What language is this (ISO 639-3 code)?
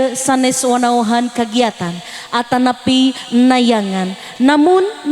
sun